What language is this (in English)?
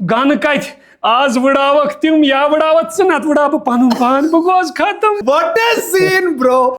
Kashmiri